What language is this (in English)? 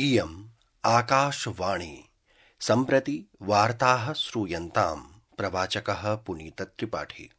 Sanskrit